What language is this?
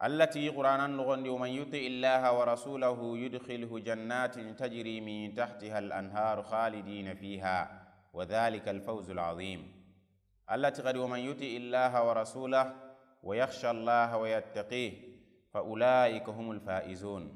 Soninke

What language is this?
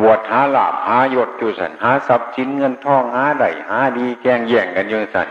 Northeastern Thai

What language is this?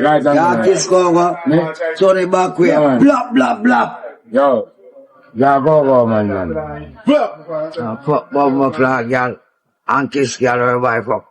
Jamaican Creole English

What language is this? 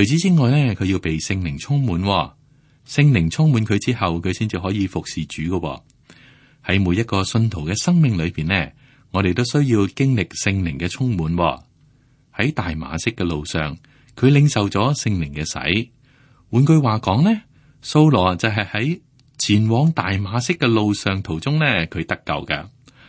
Cantonese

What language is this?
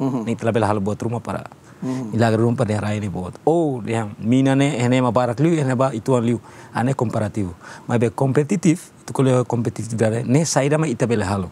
Tetum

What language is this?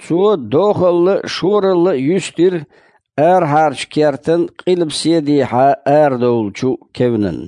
Chechen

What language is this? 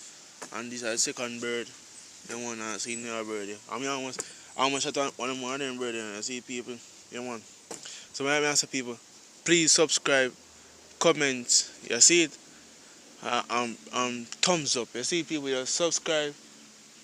Jamaican Creole English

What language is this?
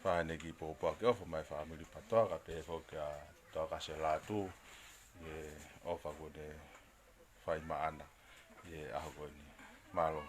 Tongan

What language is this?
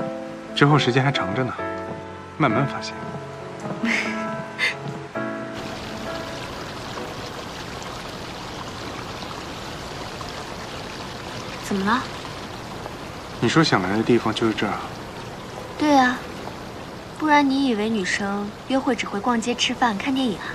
Chinese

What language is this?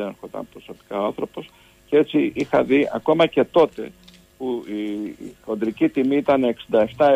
Greek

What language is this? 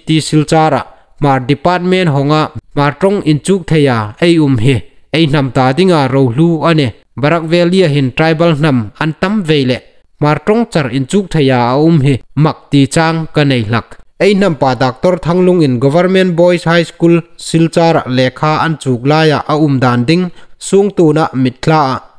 Hmar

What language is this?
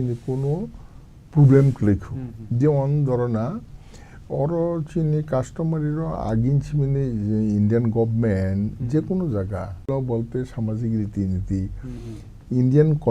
Kok Borok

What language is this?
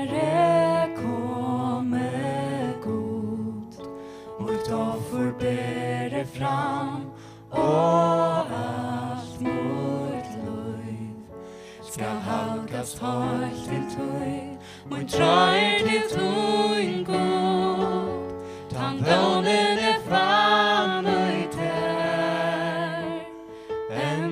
Faroese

